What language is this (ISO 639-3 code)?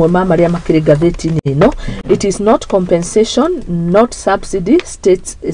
kik